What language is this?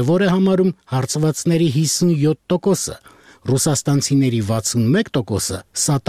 Armenian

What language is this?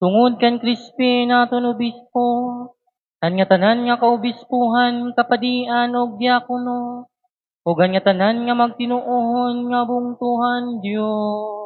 Waray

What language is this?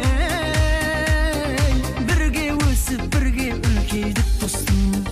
Kara-Kalpak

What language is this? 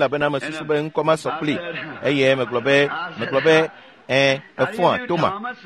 Ewe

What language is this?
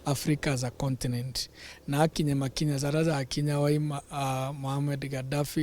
Meru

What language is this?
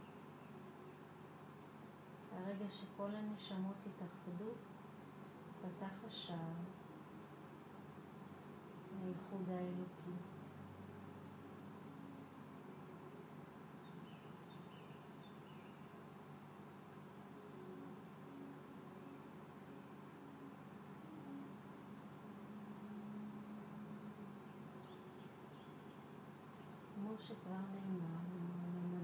Hebrew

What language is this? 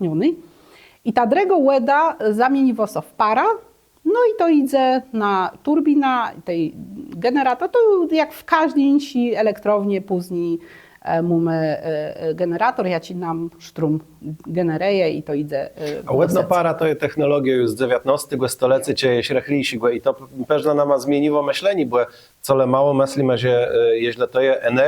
Kashubian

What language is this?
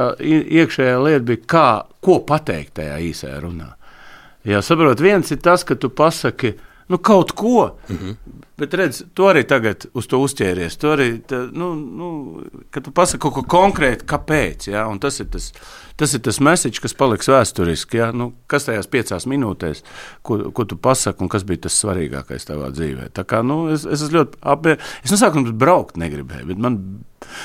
Latvian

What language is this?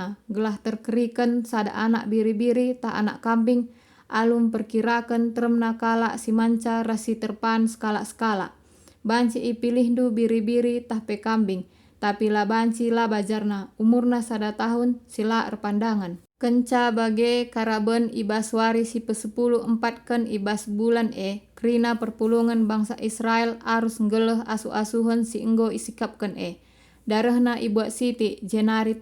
Batak Karo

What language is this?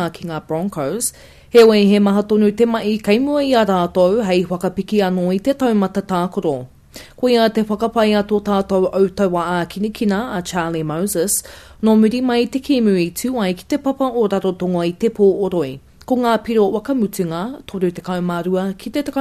Māori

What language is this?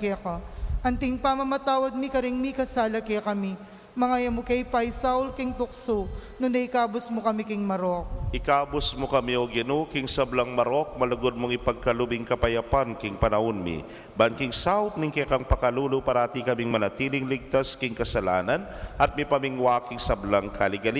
Pampanga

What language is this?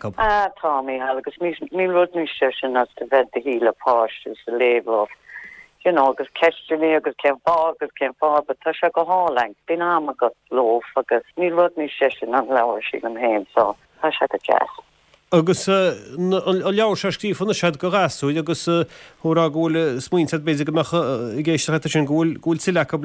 Irish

